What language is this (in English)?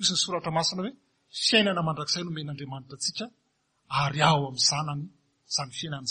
Malagasy